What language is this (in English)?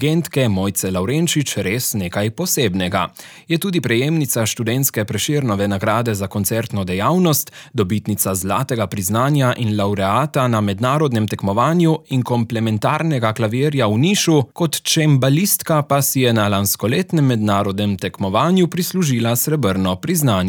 Slovenian